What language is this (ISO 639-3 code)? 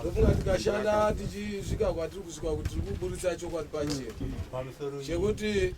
sna